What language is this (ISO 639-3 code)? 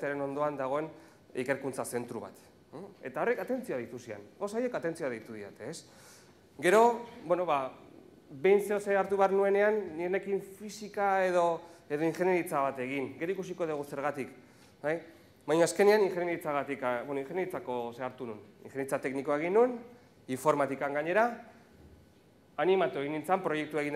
eus